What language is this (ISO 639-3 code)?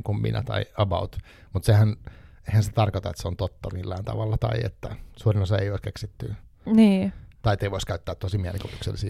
fin